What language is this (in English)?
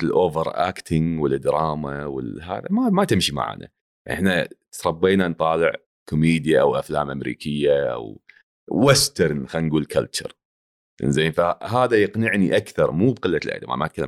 Gulf Arabic